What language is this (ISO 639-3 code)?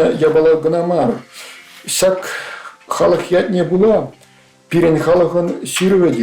chv